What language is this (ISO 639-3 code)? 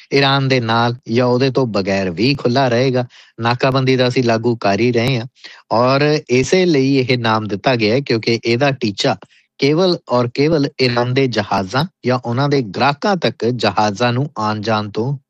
pan